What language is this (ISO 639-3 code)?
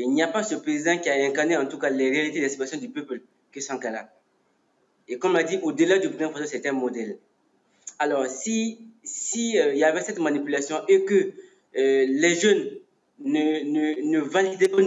fra